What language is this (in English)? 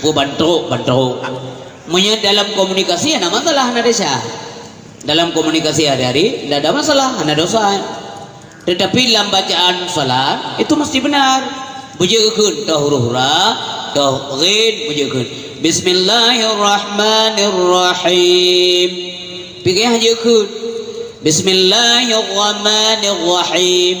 Achinese